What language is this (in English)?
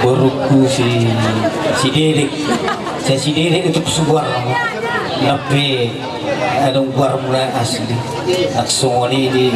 Batak Toba